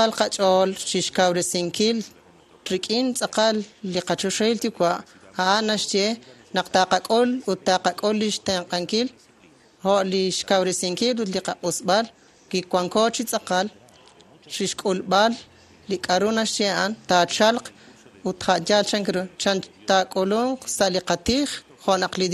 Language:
Kekchí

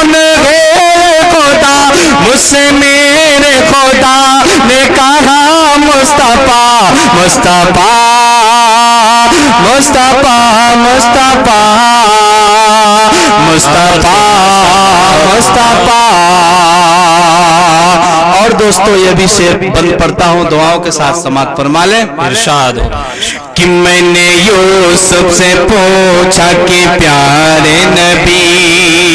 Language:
Urdu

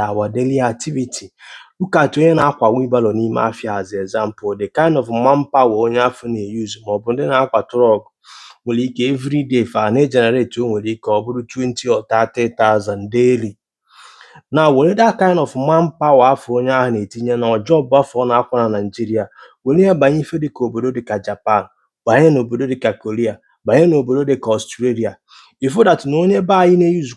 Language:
Igbo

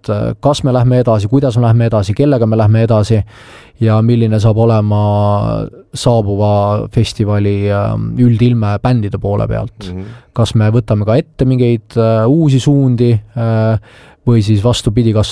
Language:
Estonian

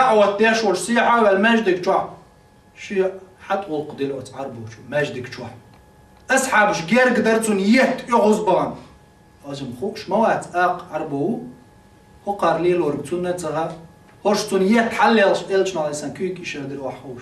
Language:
Chechen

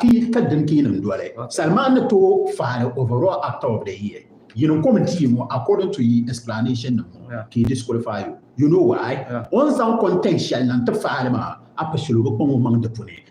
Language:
Dagbani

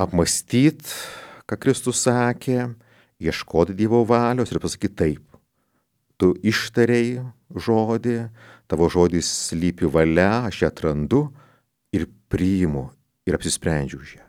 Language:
Lithuanian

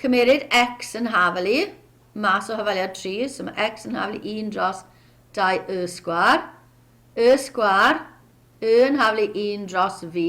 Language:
Welsh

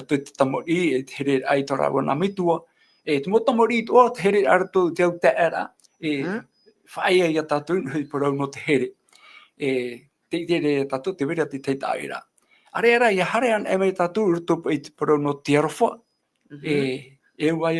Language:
Tahitian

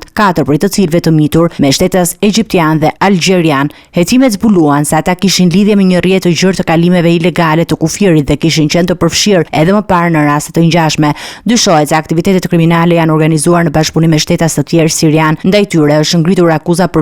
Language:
Albanian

